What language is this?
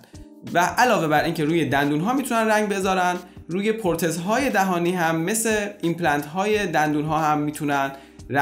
Persian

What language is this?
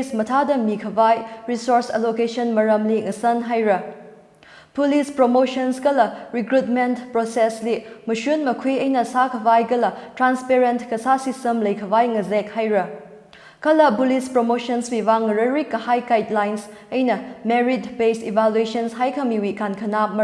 Tangkhul Naga (India)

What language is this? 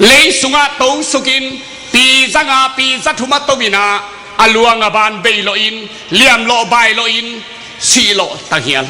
Tedim Chin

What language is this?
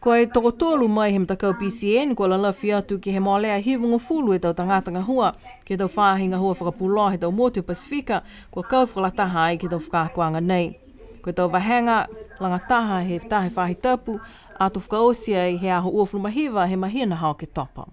Niuean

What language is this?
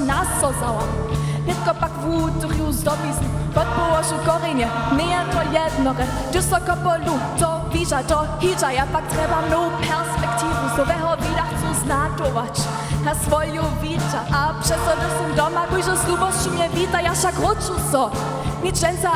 Upper Sorbian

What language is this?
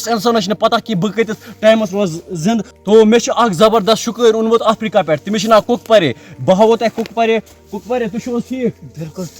Kashmiri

